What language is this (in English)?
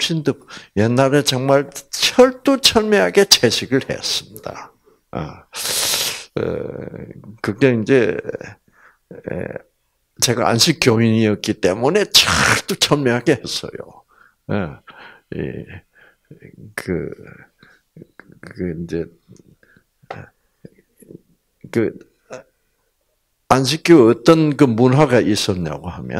Korean